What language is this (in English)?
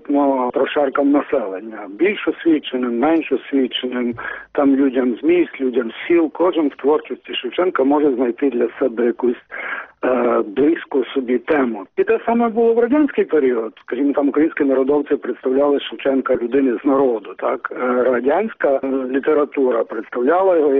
Ukrainian